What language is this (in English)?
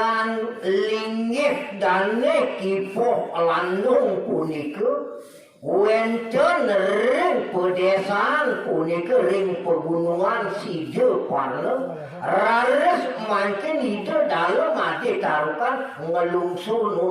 Balinese